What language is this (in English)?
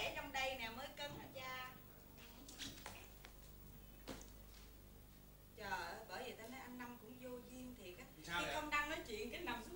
Vietnamese